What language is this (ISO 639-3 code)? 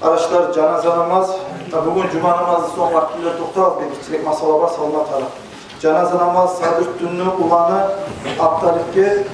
kum